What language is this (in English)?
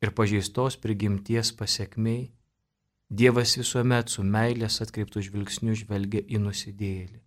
Lithuanian